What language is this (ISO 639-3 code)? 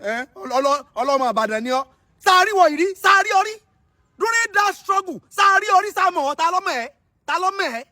yor